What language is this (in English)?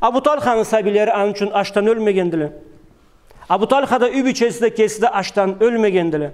Karachay-Balkar